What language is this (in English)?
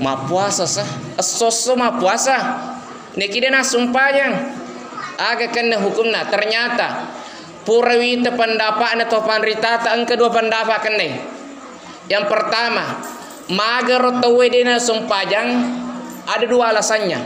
Buginese